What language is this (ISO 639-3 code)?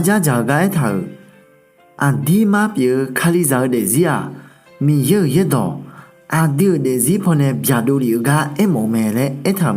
ahk